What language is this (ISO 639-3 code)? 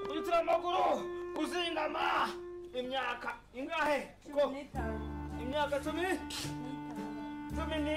kin